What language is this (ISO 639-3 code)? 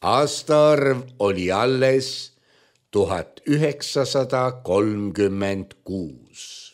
est